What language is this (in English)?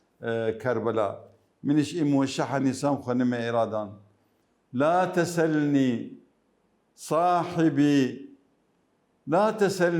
Mesopotamian Arabic